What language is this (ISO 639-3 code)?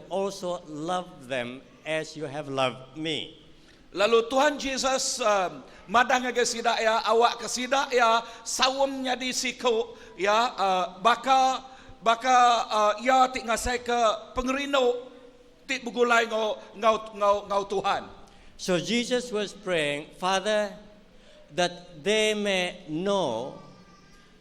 iba